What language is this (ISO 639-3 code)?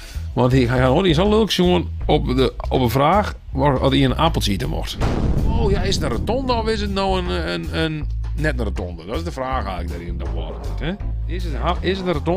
fry